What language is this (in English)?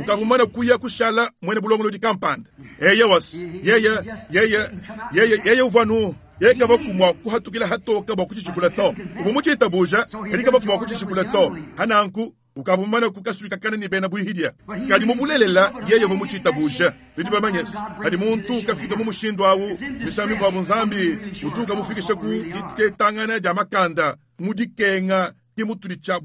Luba-Lulua